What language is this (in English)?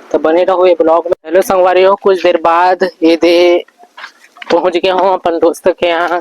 Chhattisgarhi